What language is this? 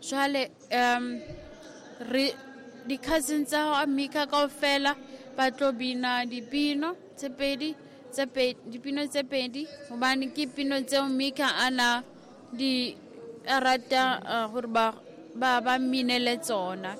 Southern Sotho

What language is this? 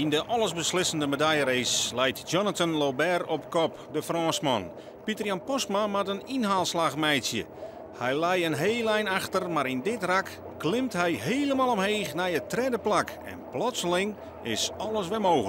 Western Frisian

